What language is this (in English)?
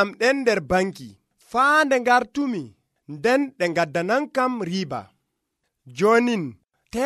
Nigerian Fulfulde